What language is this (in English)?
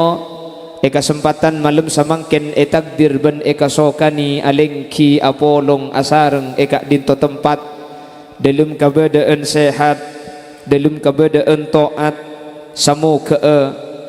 Madurese